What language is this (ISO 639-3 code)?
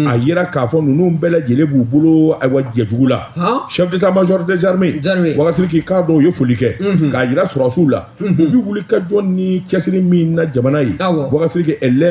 bam